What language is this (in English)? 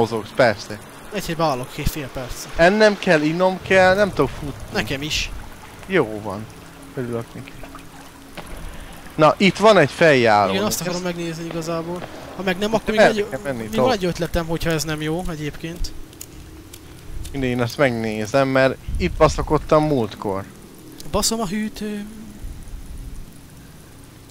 Hungarian